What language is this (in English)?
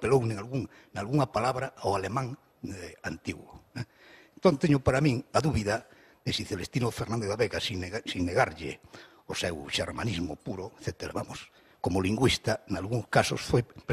Galician